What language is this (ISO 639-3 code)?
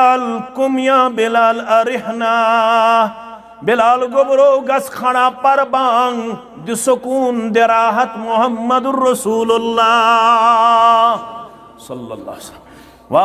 kas